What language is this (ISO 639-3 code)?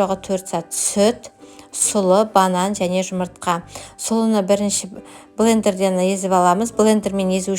kaz